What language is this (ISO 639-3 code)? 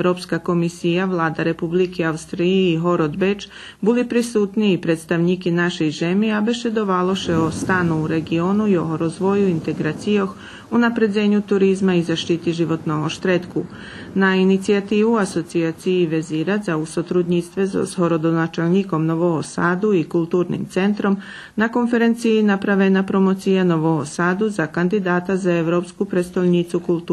rue